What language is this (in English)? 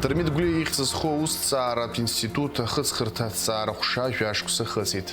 Abkhazian